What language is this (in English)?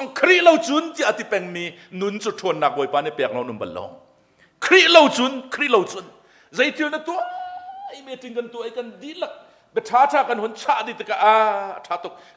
Hakha Chin